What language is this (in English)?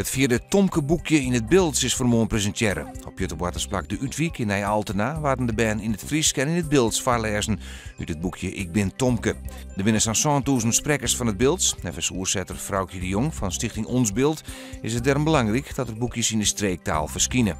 Western Frisian